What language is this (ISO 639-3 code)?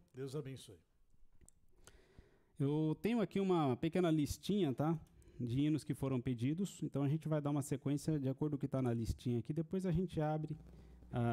por